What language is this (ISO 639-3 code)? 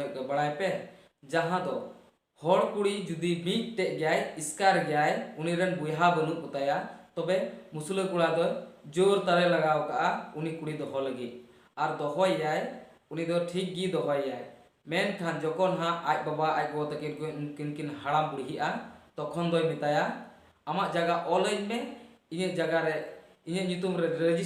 sat